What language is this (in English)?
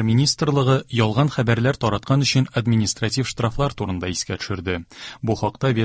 Tatar